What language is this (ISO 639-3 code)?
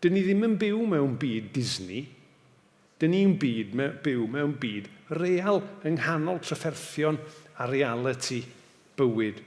cym